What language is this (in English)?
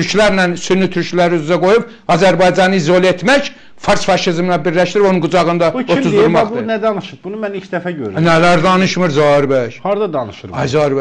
Azerbaijani